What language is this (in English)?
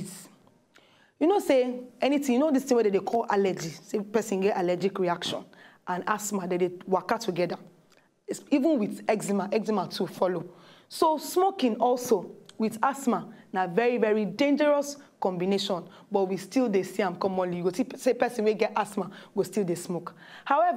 Nigerian Pidgin